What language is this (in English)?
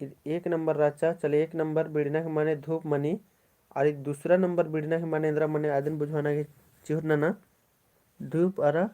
Kurukh